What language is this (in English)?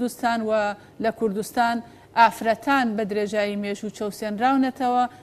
Central Kurdish